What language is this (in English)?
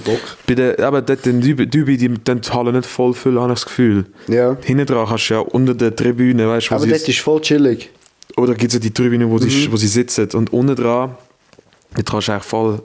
Swiss German